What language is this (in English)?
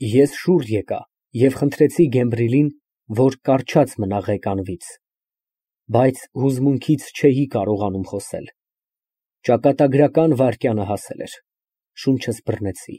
Armenian